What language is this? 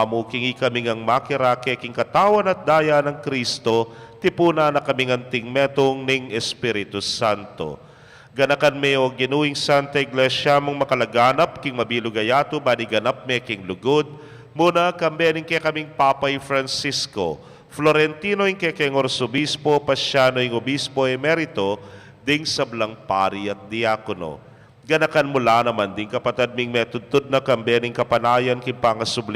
Pampanga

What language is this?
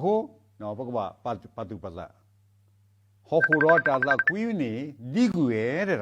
S'gaw Karen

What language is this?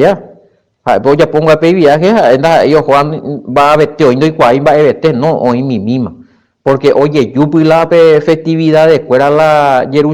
Guarani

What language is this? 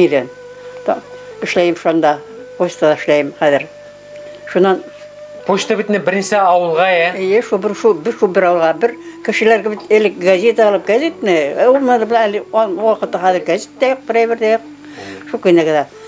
Bashkir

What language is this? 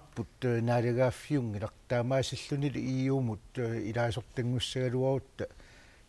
Kalaallisut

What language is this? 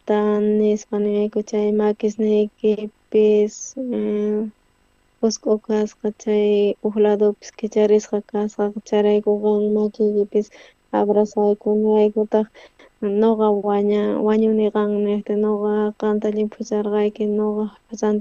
South Bolivian Quechua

